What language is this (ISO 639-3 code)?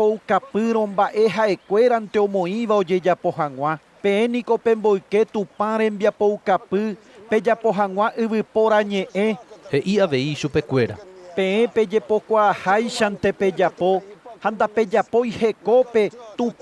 grn